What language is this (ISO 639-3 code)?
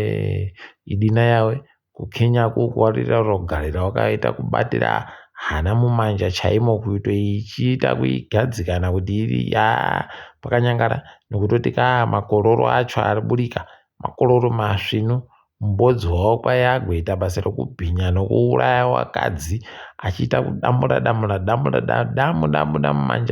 ndc